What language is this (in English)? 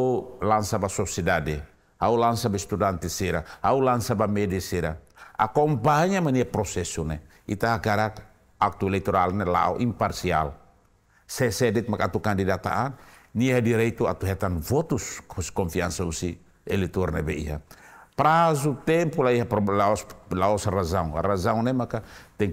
Tetum